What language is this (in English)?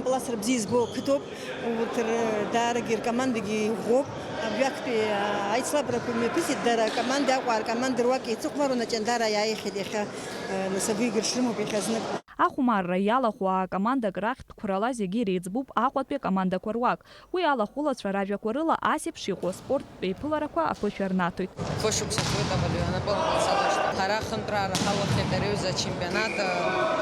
Abkhazian